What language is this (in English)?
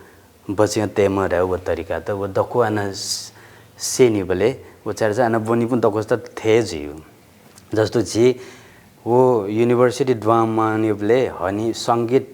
Newari